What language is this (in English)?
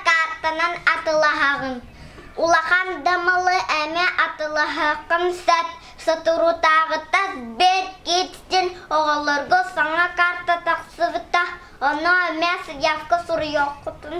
Yakut